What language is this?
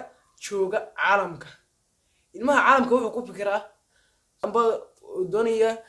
Somali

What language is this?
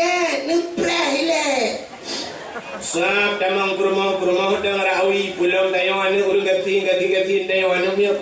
Achinese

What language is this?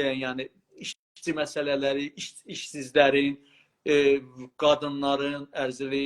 South Azerbaijani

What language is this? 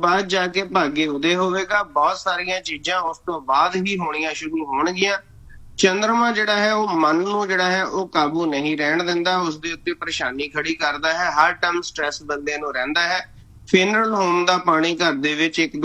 Punjabi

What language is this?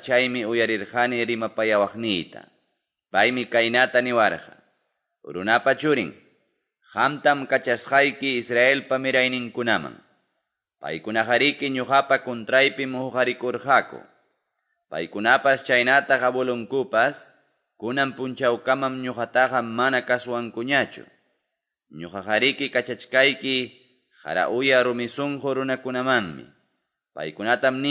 Quechua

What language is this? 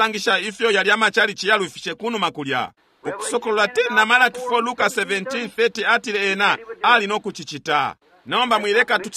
Bemba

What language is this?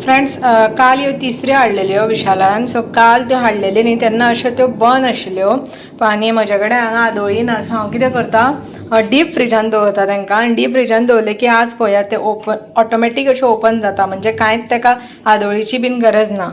Konkani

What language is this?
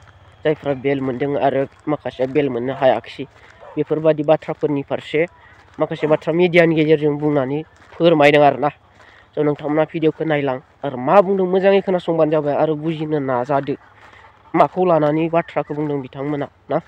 Bodo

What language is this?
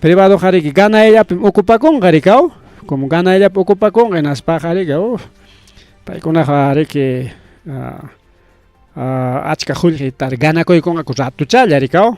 Ayacucho Quechua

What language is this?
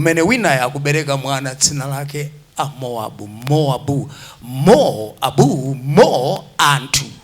Nyanja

